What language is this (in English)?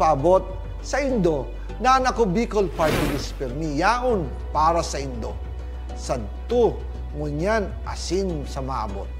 Bikol